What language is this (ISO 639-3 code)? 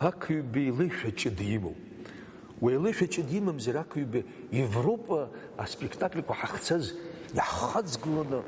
abk